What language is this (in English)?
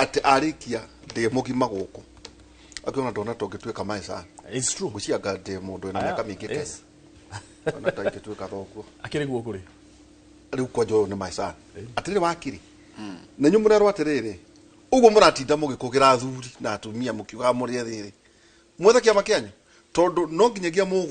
Kikuyu